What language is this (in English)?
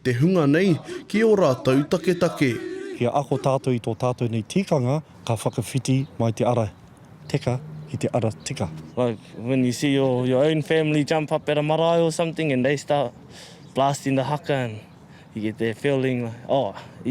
Māori